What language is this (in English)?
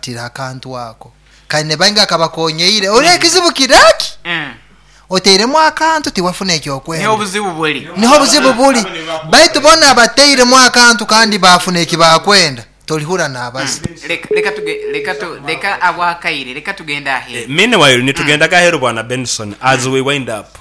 Nyoro